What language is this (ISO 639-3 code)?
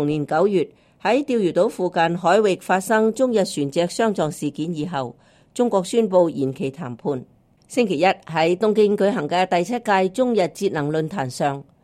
yue